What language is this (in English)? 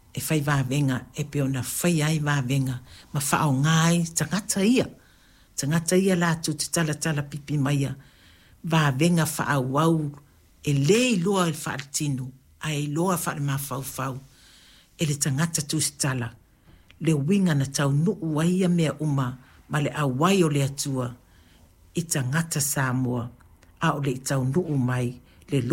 Samoan